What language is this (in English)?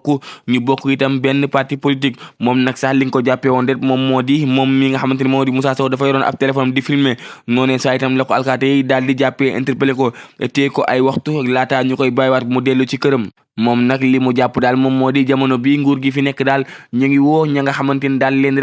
Wolof